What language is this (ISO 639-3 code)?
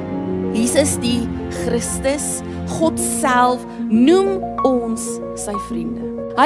afr